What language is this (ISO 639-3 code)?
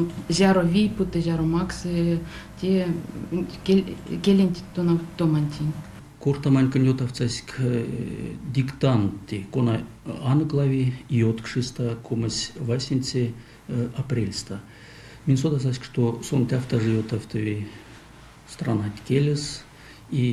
myv